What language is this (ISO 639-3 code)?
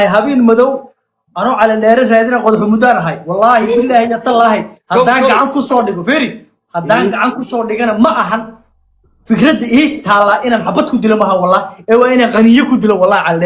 som